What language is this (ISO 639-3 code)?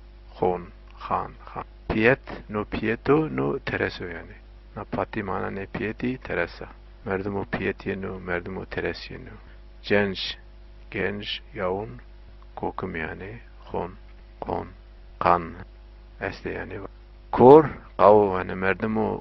zza